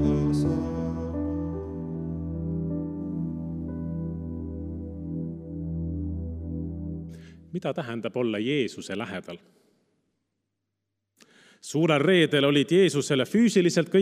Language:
Estonian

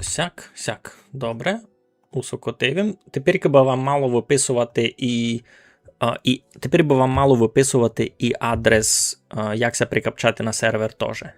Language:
Rusyn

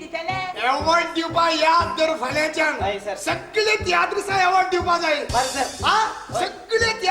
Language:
Konkani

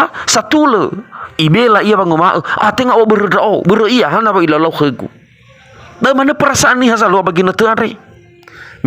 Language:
Nias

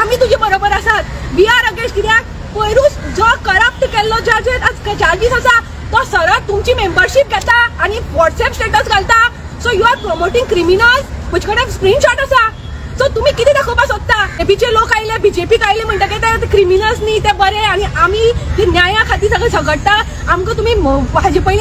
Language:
Konkani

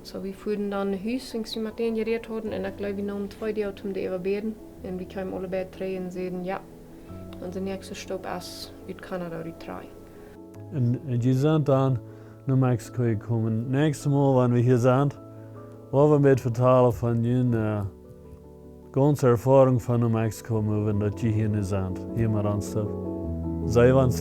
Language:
Plautdietsch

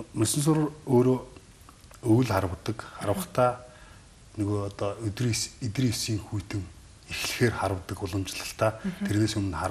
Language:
Mongolian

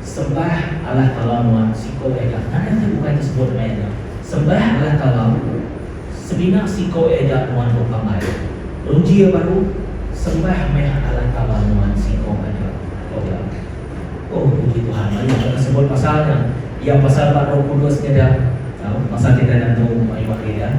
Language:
Iban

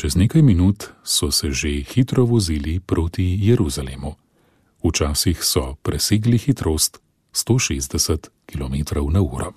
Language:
Slovenian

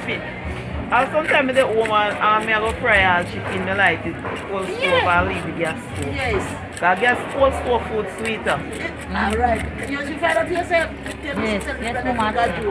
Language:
Jamaican Creole English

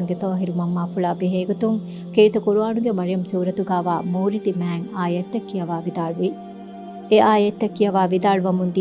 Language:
Divehi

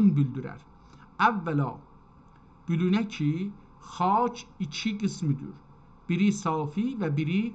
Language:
South Azerbaijani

